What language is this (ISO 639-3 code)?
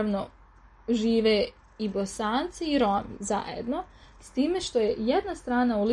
srp